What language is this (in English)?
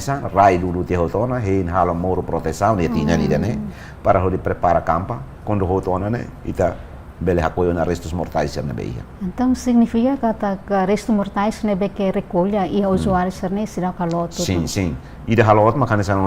Tetum